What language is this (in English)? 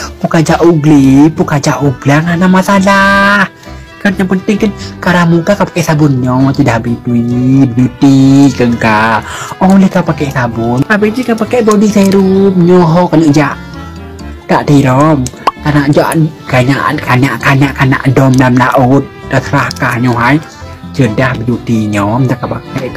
Achinese